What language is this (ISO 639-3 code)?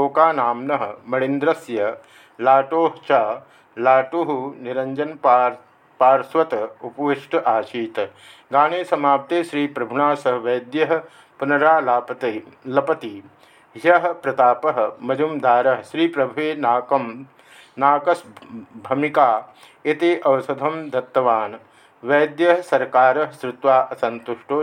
san